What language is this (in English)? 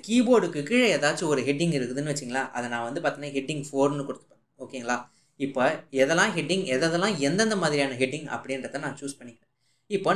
Tamil